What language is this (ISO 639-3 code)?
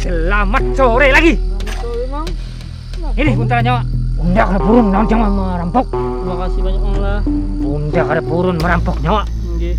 bjn